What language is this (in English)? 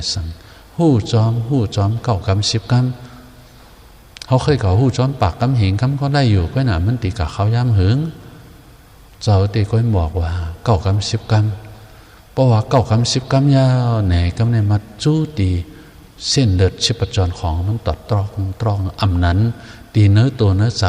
Shan